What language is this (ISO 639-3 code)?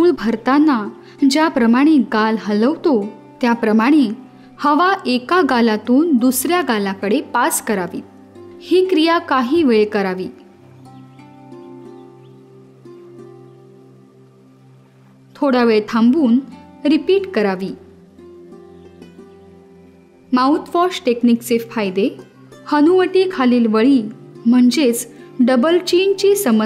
mar